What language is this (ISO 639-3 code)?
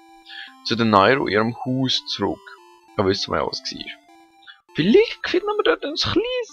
gsw